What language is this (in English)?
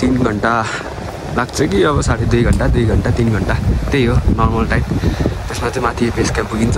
Nepali